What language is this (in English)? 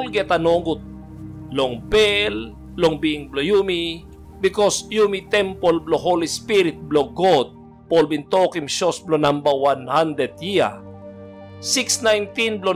Tok Pisin